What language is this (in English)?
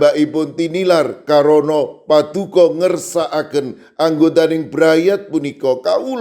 Javanese